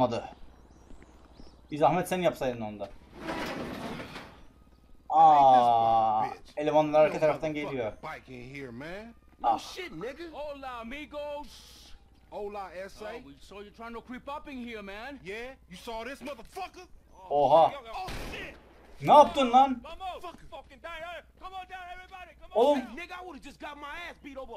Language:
Turkish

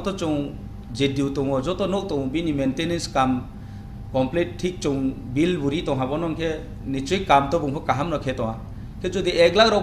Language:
Riang (India)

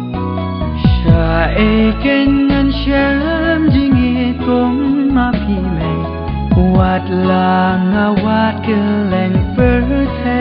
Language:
Khasi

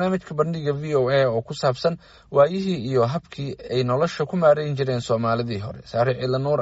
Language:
Somali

